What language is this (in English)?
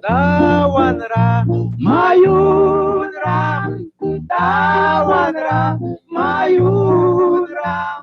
Mískito